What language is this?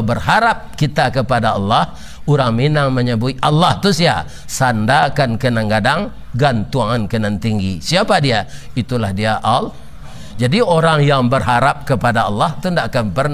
Minangkabau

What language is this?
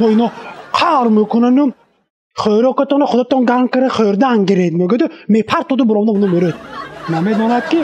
Tajik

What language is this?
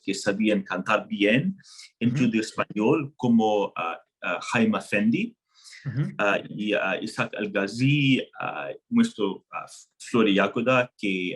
Ladino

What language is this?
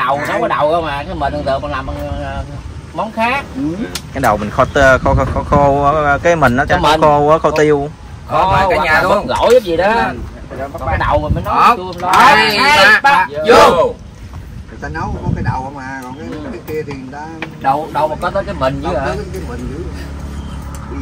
Vietnamese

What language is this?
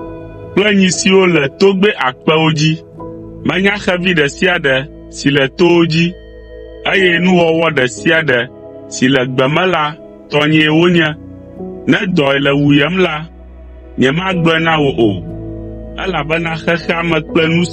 Ewe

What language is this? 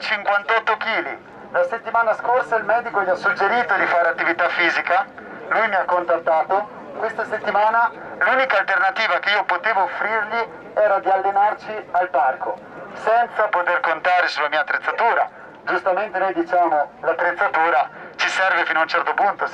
Italian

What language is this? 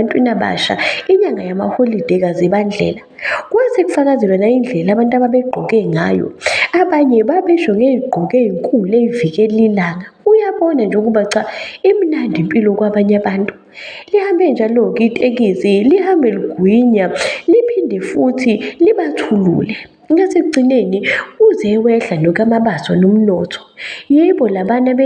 Zulu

